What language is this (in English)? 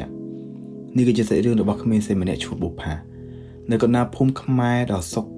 Khmer